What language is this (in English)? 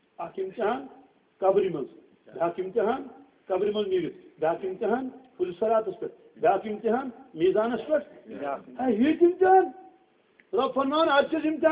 Kashmiri